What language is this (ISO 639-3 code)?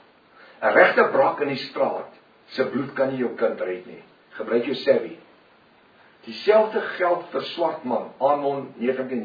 afr